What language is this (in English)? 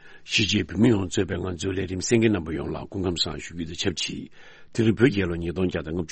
Tibetan